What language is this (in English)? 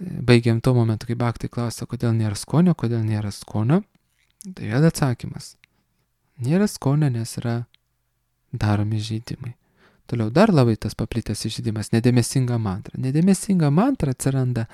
Lithuanian